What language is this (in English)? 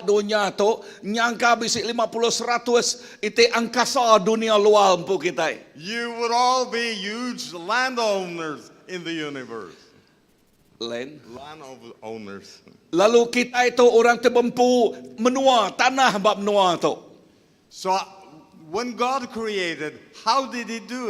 Iban